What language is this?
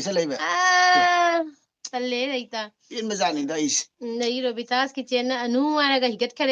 Manipuri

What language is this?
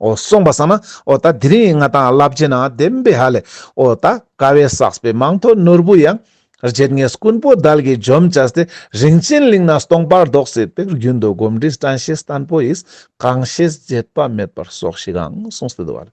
Ladakhi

